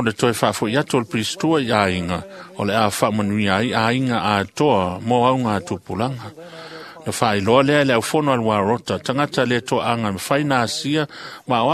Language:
Samoan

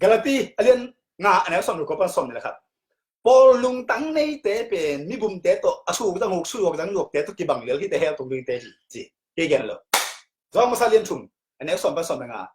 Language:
Tedim Chin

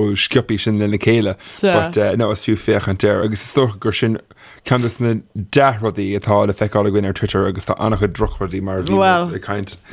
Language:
Irish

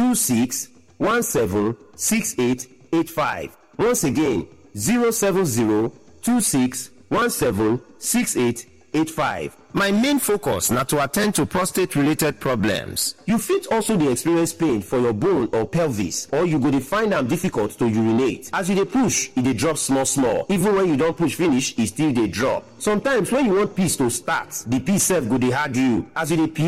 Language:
Nigerian Pidgin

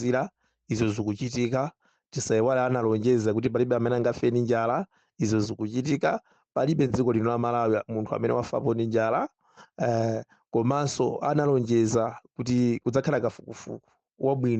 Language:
Nyanja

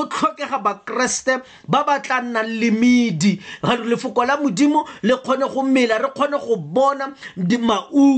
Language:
Tswana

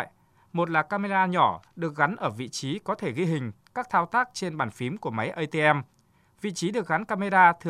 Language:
Vietnamese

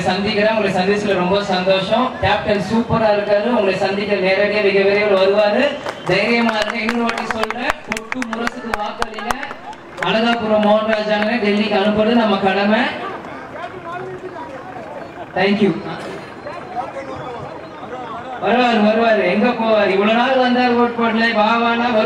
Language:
Tamil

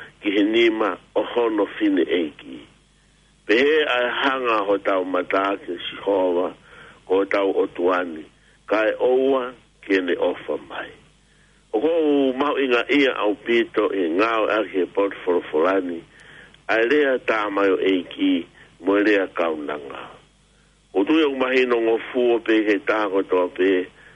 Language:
Tongan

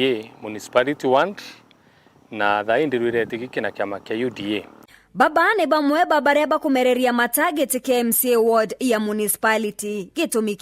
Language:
Meru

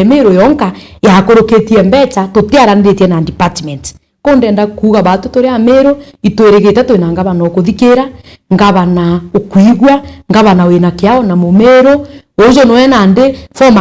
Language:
Meru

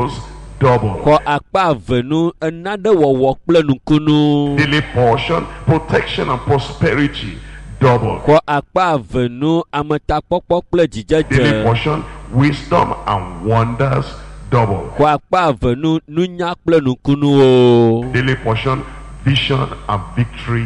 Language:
Ewe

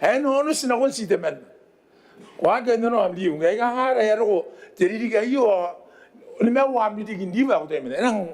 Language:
Gilbertese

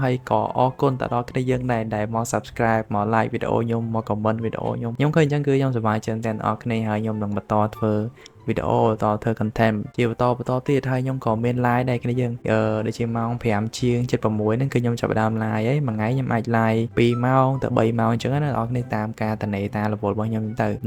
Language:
Khmer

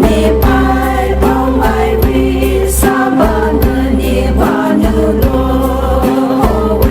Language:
Poumei Naga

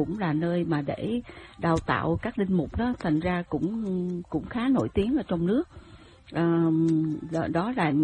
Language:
Vietnamese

